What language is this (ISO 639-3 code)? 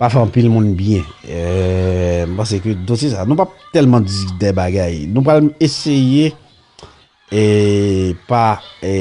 hat